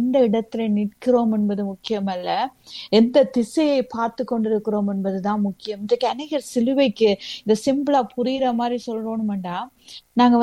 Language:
Tamil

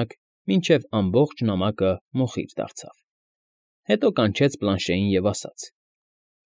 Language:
Armenian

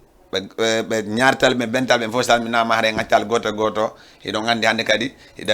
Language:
Fula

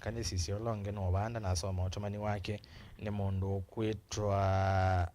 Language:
Kamba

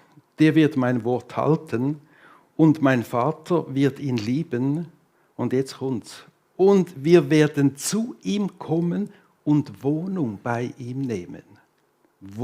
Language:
Swiss German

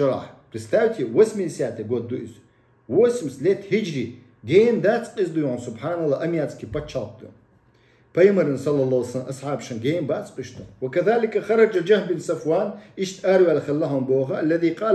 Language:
Chechen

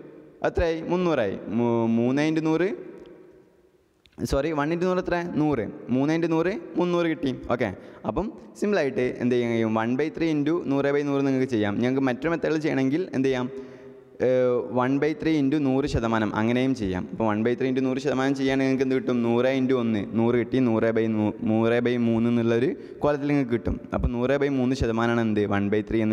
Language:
Malayalam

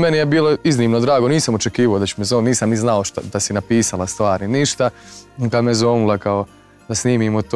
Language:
Croatian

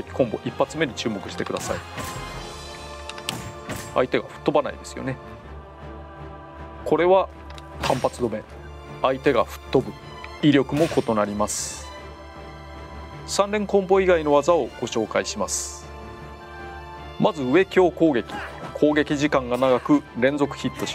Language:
Japanese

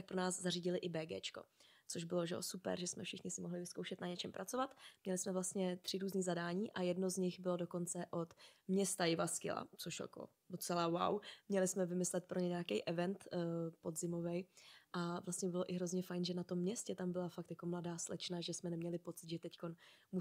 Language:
Czech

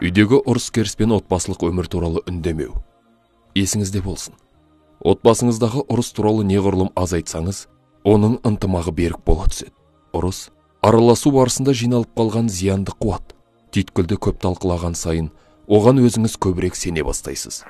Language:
Kazakh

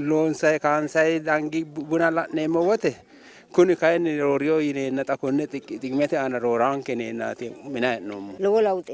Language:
Sidamo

